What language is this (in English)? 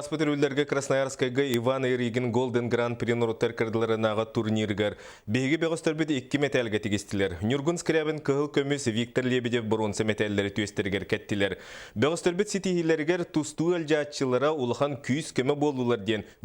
Yakut